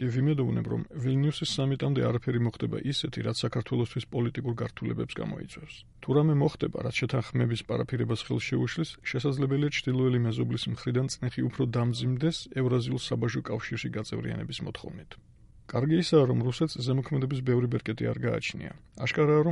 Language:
Georgian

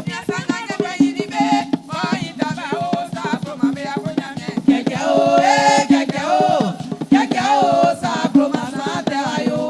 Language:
Baoulé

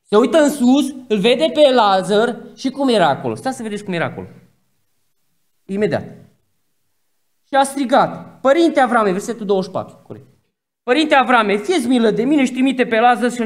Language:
Romanian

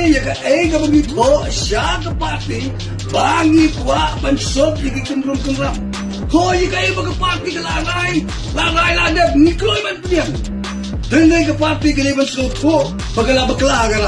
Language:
Khasi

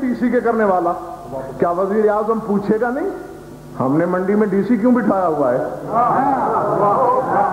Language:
Urdu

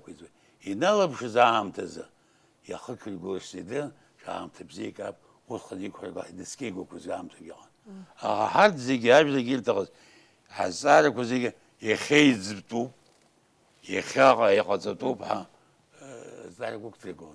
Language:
Abkhazian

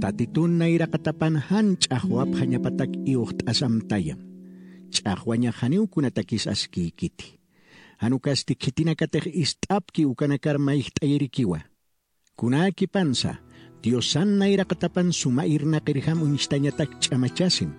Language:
Aymara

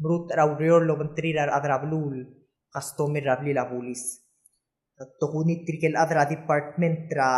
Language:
Palauan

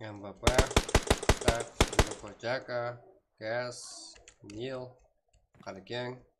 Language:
Kara-Kalpak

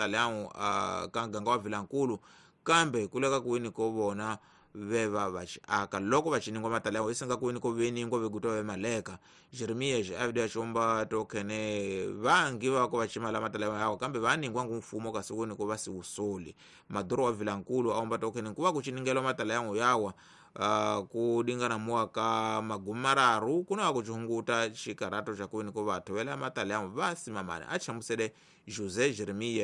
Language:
Tsonga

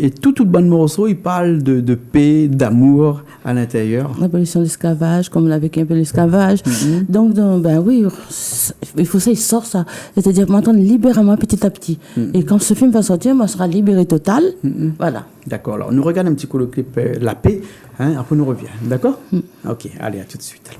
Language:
Réunion Creole French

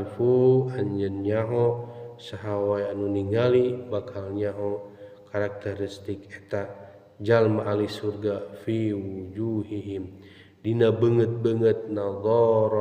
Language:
Sundanese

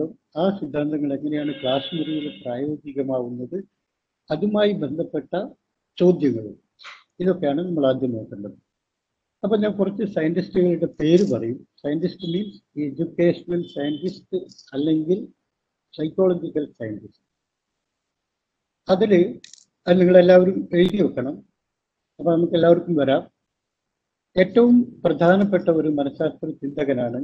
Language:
Malayalam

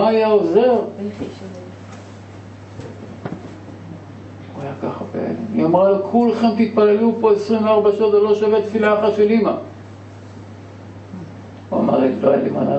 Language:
Hebrew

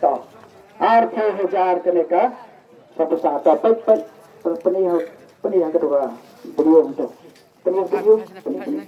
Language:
Khasi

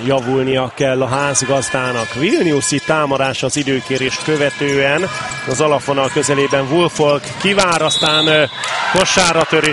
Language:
Hungarian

